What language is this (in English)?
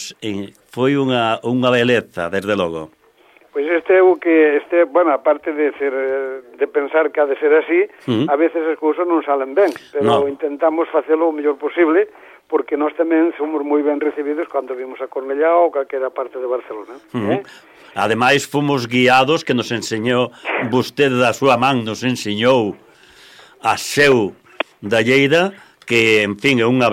Galician